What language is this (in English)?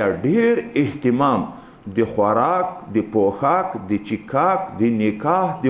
Pashto